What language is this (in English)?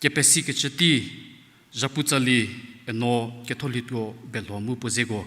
Angami Naga